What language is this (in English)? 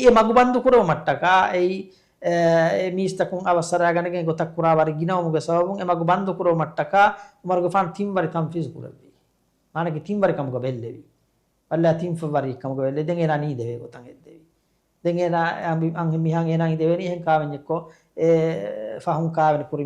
Divehi